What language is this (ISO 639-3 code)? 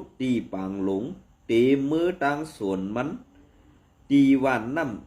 shn